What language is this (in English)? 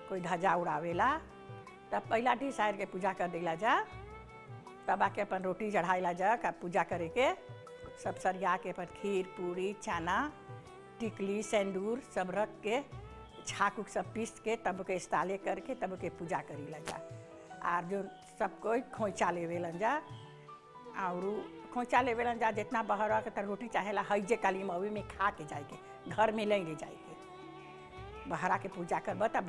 Bhojpuri